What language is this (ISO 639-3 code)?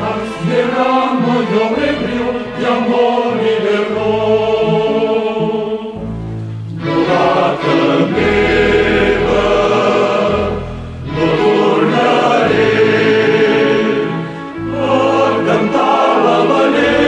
cat